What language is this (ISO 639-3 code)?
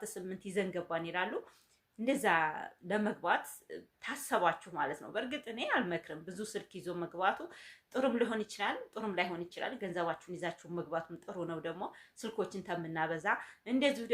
amh